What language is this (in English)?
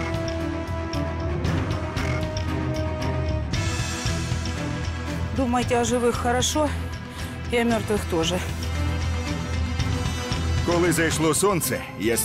Ukrainian